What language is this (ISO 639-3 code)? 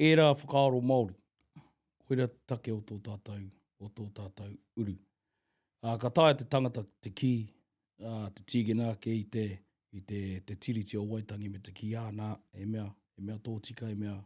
mri